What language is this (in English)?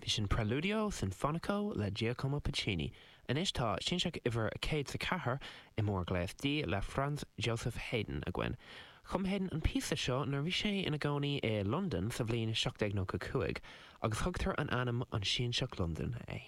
Irish